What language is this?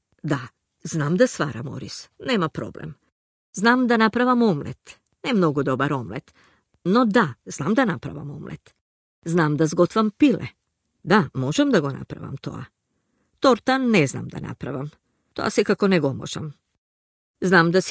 Macedonian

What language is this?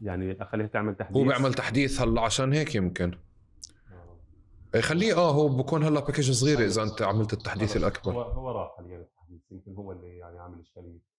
North Levantine Arabic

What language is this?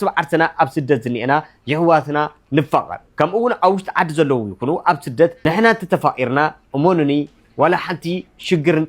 Tigrinya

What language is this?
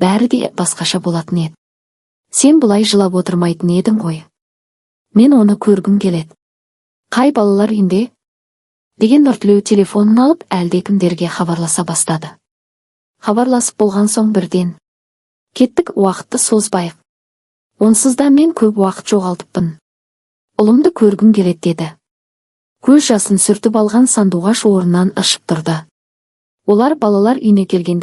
Kazakh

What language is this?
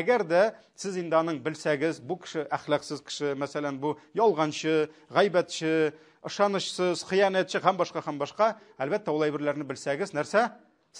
Tatar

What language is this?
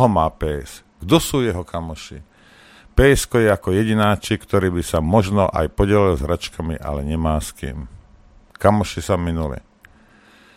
Slovak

